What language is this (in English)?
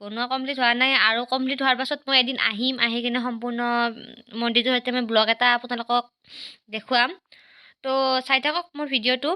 Assamese